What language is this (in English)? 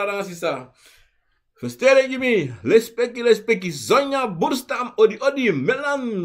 Sranan Tongo